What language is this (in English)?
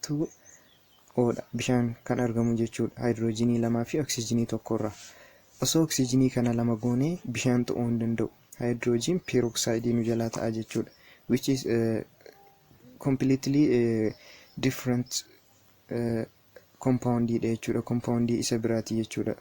Oromo